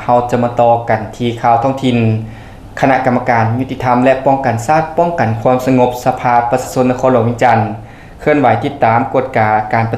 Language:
Lao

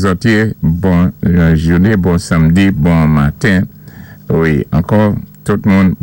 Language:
Saint Lucian Creole French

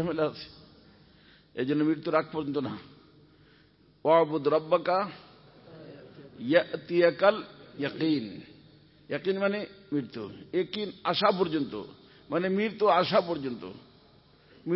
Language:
Bangla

